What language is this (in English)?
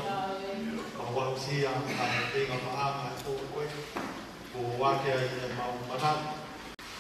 Tongan